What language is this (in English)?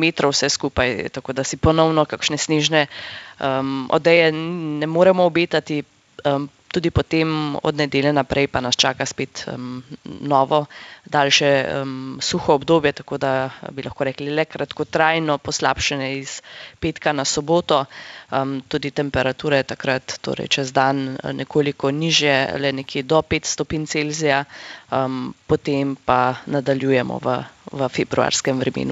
Slovenian